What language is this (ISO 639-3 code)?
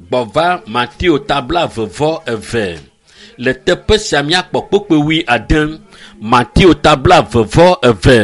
ewe